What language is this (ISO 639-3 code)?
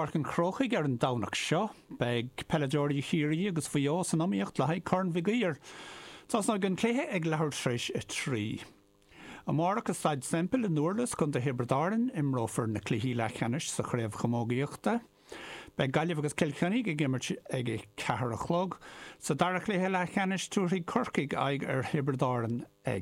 gle